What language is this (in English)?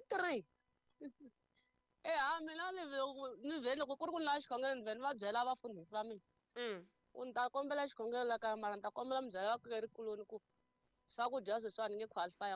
Tsonga